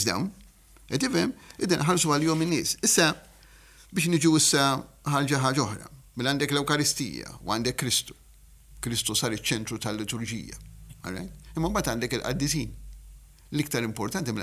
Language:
Maltese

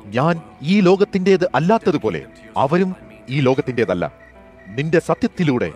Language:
Malayalam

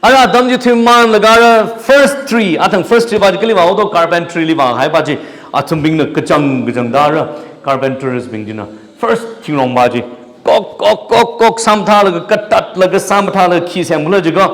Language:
Tangkhul Naga (India)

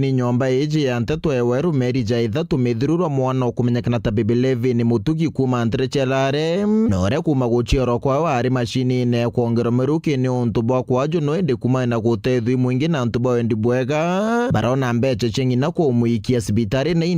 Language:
Meru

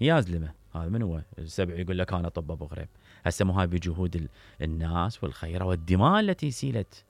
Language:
Mesopotamian Arabic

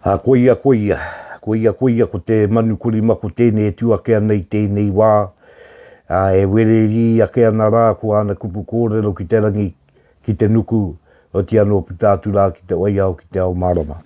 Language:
Māori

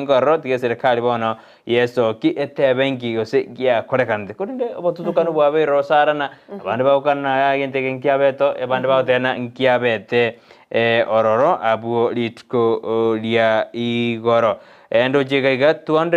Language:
Gusii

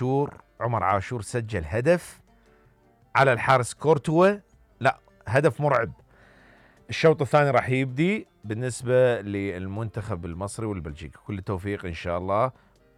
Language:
Mesopotamian Arabic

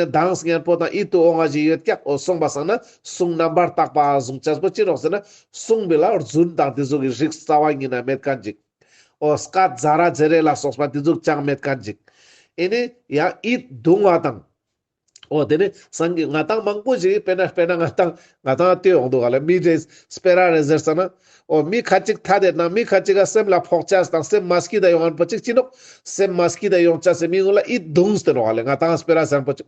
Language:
Ladakhi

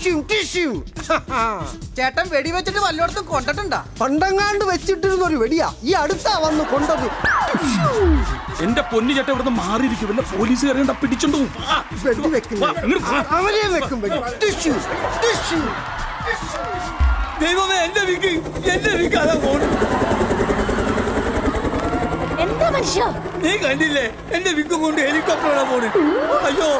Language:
Malayalam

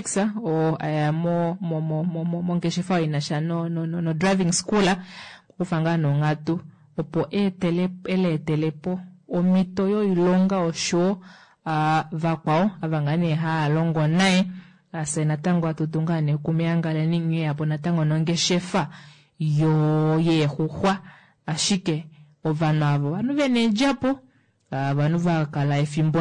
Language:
Kuanyama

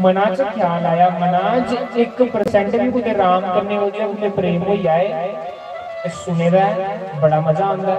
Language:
Dogri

